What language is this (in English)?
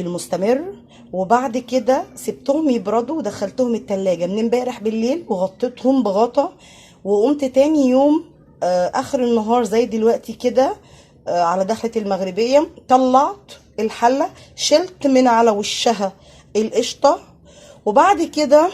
Egyptian Arabic